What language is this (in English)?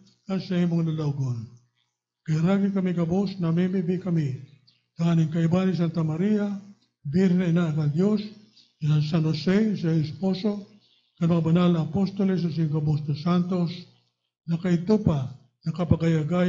Bikol